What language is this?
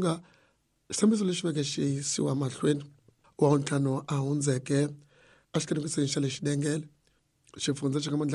Tsonga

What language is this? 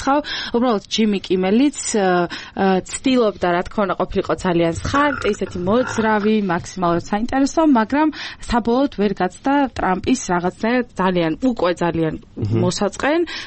Georgian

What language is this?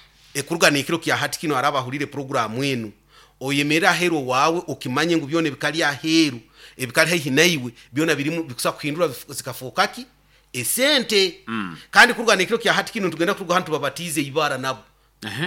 Nyoro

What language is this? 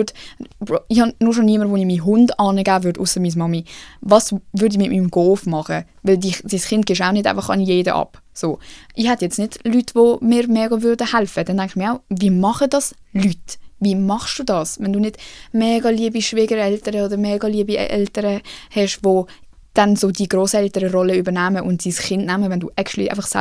Swiss German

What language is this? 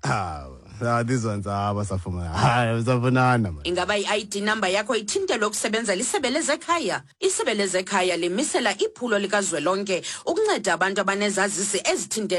Xhosa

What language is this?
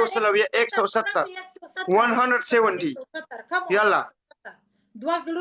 Pashto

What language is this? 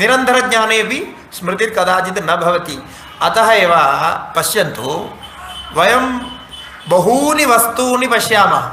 Sanskrit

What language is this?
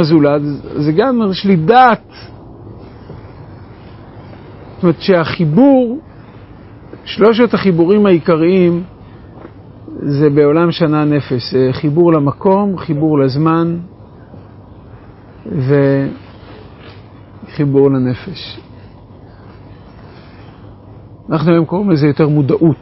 Hebrew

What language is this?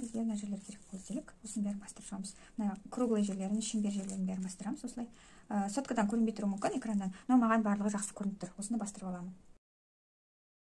Kazakh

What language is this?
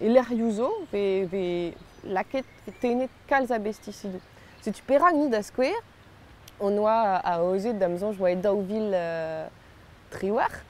Breton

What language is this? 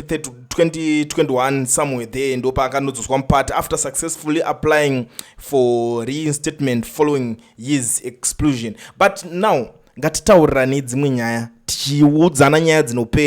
Shona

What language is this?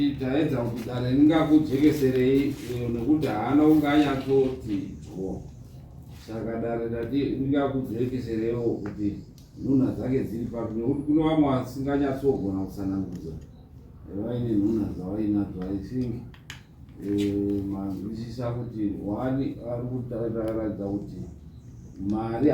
Shona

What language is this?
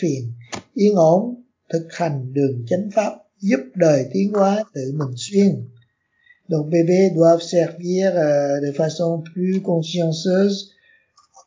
Vietnamese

